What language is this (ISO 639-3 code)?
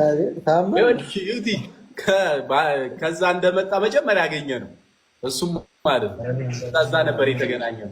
amh